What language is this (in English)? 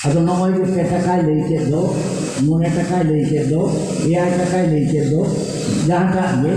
Santali